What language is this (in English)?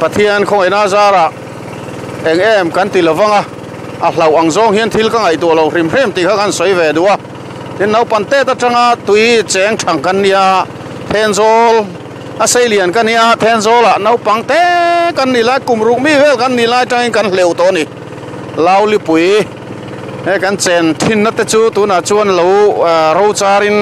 Mizo